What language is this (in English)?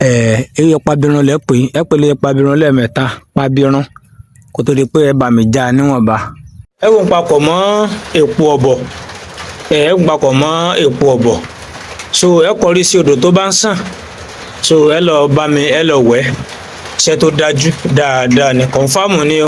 Yoruba